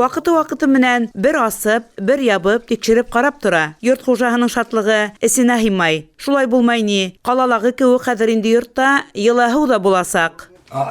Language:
Bashkir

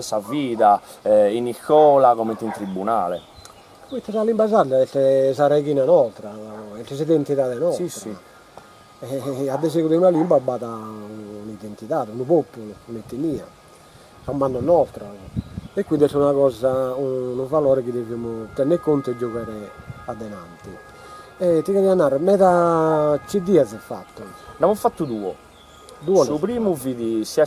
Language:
Sardinian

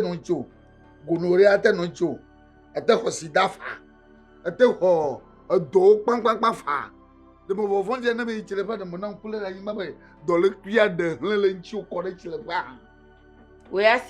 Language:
Ewe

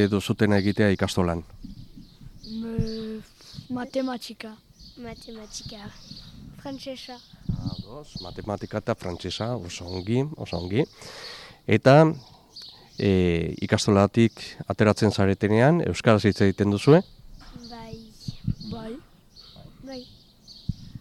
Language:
Basque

